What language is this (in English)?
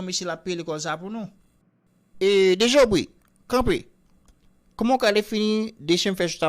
Haitian Creole